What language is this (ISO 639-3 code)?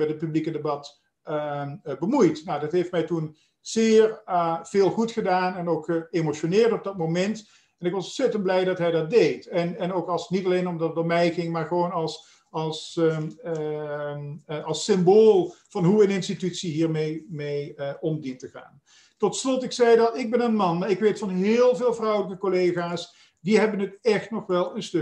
nld